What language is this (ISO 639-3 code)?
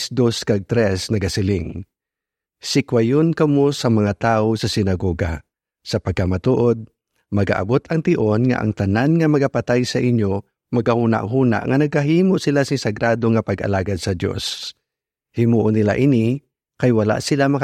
hil